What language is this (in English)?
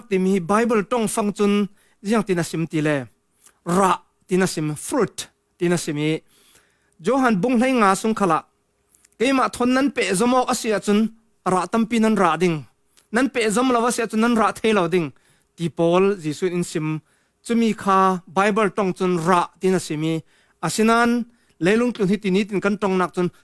Falam Chin